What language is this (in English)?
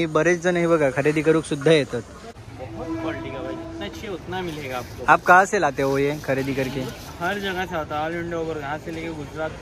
Konkani